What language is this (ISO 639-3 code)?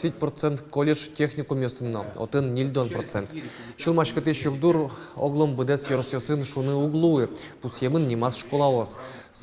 udm